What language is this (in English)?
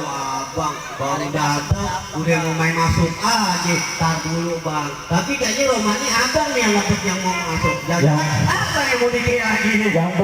Betawi